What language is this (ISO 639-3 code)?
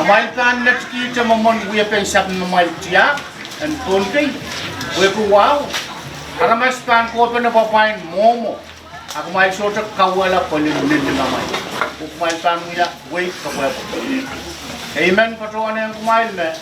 pon